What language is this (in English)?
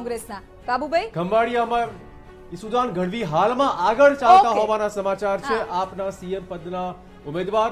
Gujarati